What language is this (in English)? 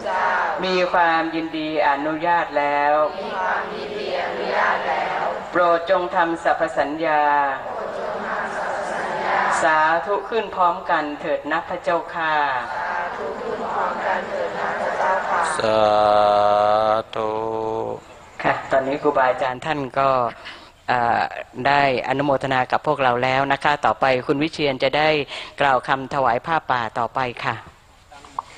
Thai